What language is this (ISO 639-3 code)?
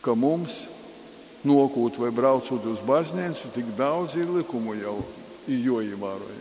ltg